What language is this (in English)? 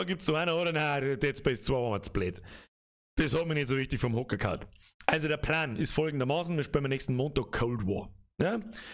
Bavarian